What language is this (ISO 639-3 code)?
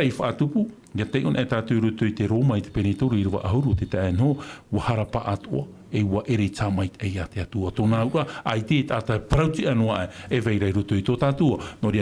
tah